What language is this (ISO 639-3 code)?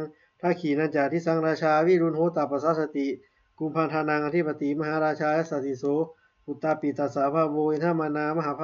pli